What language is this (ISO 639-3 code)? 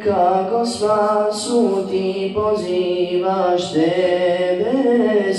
bos